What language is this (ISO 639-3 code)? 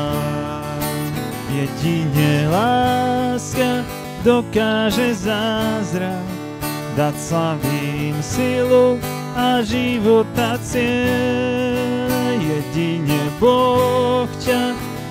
slk